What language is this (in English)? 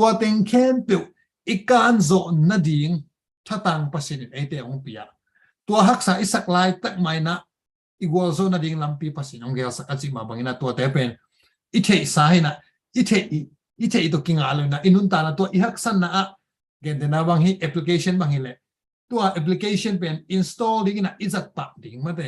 Tedim Chin